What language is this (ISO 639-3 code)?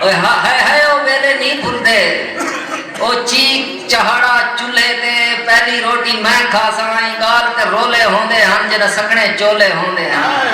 skr